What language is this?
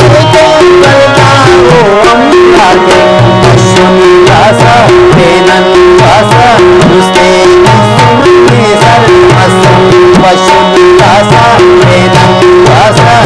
Brahui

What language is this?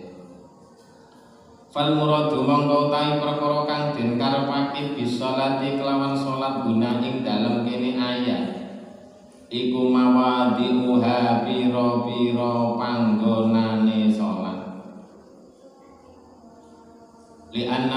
Javanese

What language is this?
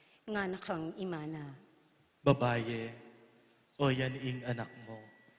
Pampanga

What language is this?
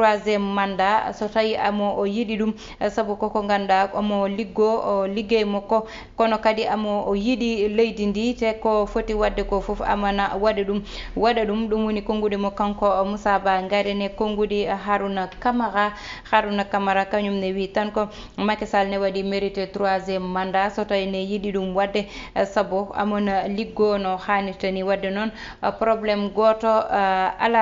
Fula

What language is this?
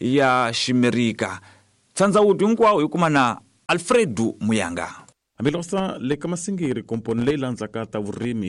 Tsonga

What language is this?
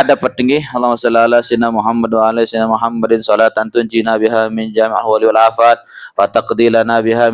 Sasak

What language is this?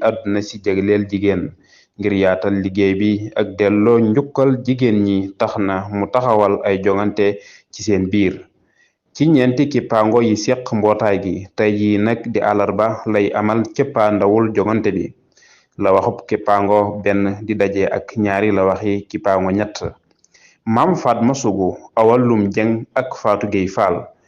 Wolof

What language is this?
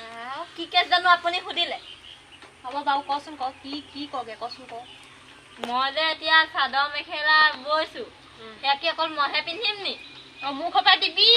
Assamese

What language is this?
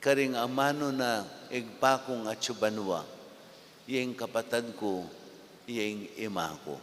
Pampanga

